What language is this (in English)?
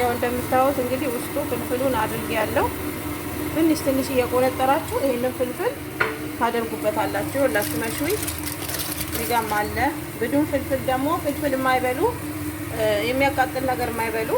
Amharic